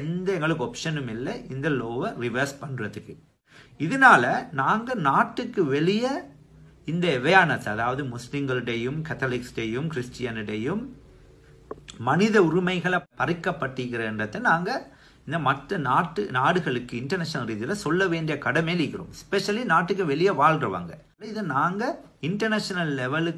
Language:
Tamil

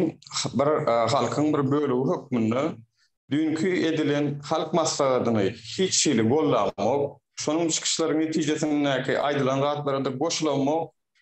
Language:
Turkmen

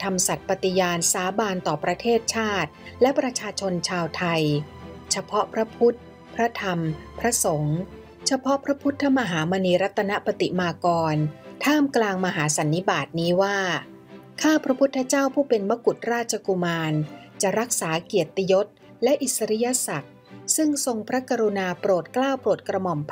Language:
Thai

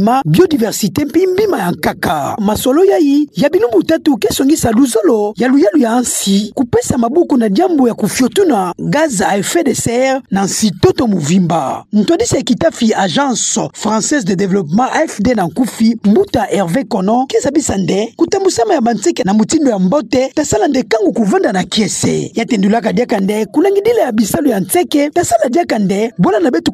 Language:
Kituba (Democratic Republic of Congo)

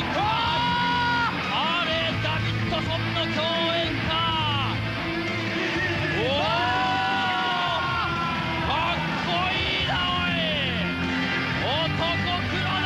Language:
Japanese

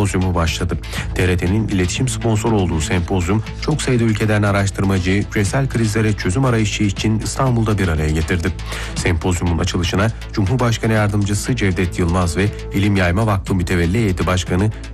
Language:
Turkish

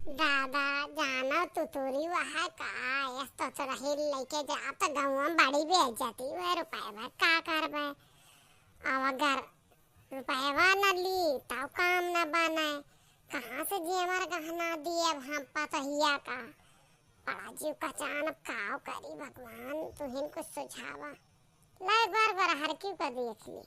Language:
Awadhi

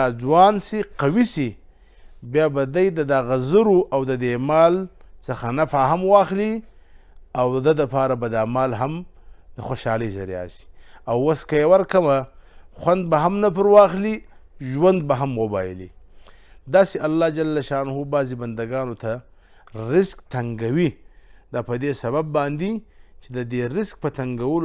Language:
Pashto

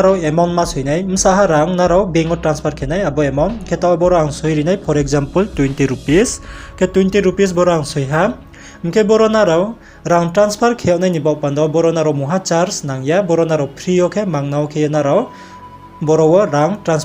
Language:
Riang (India)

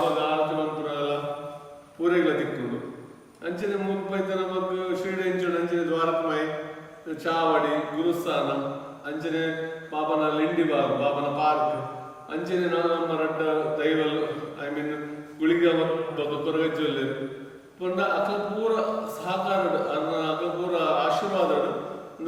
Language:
Tulu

